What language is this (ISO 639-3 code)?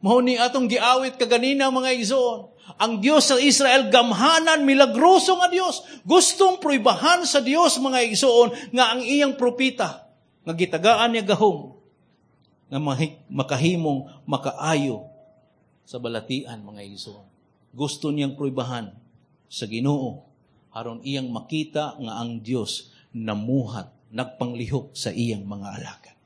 ceb